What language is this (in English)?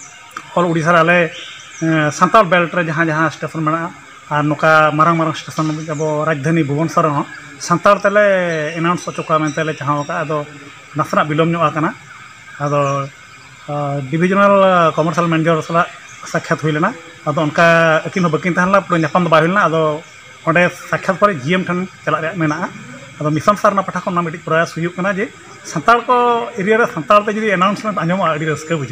Santali